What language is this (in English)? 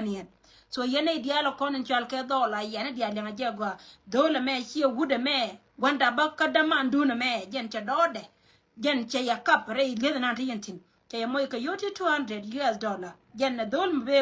Nuer